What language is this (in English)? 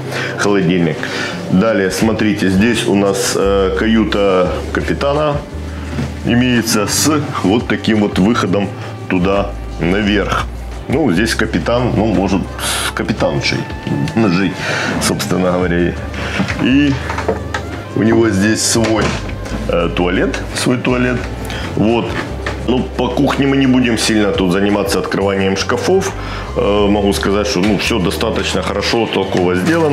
Russian